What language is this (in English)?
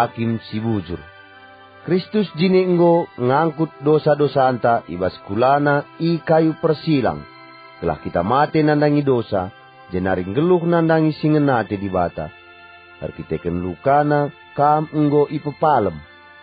Batak Karo